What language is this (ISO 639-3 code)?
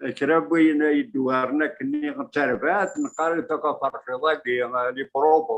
kab